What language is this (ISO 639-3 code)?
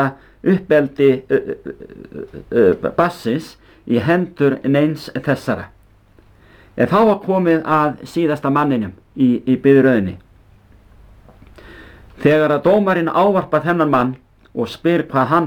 isl